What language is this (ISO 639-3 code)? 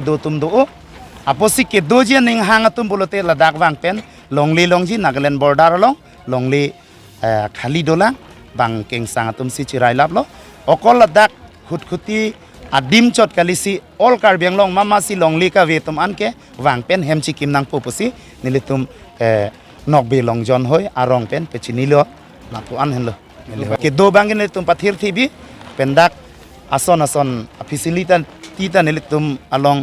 mjw